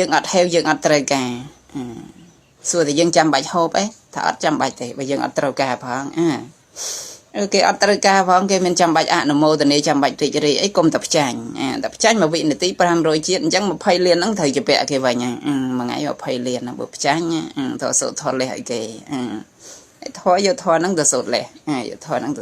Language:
Khmer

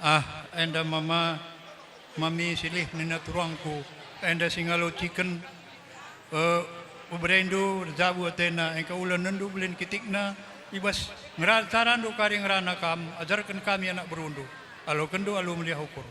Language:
Batak Karo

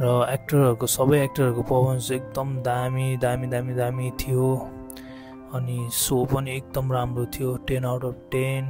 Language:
Nepali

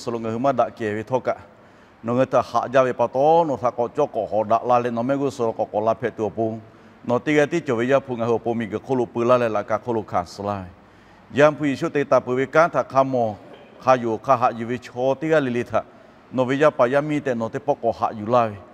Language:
Lahu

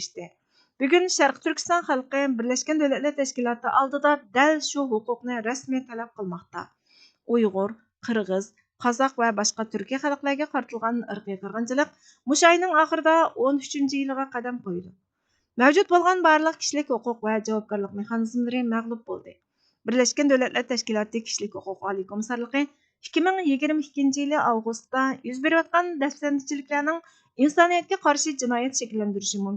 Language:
Uyghur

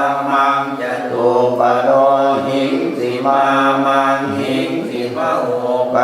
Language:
Pali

